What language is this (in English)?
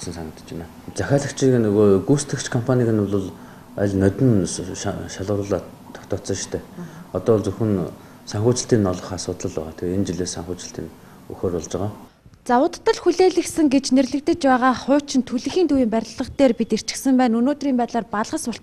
Mongolian